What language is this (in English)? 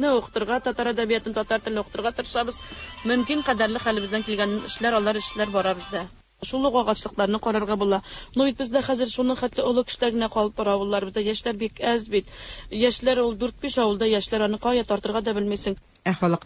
Tatar